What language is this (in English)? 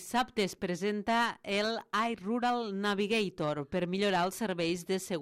Catalan